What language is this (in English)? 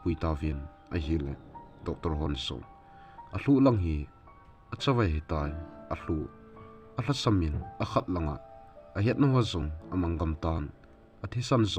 Thado Chin